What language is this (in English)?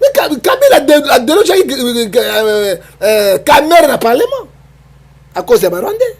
Lingala